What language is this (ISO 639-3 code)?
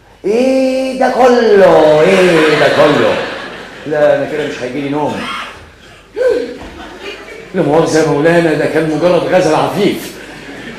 arz